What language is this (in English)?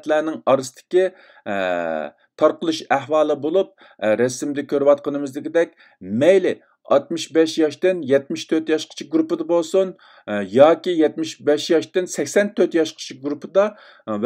Uyghur